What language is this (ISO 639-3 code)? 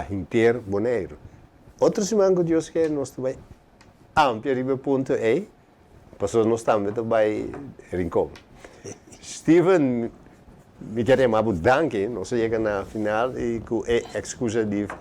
pap